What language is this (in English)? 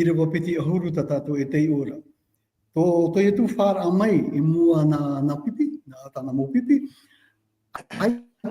Tahitian